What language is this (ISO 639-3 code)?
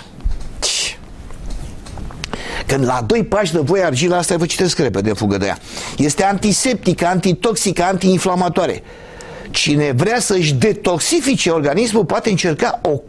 ron